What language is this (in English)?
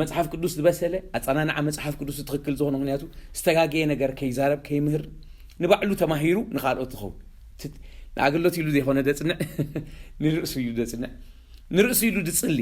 Tigrinya